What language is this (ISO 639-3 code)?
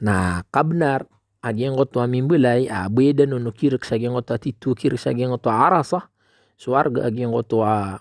mrw